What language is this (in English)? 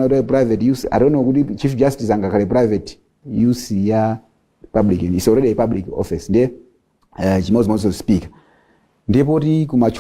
Nyanja